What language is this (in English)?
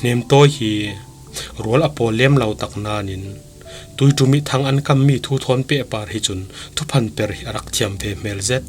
Falam Chin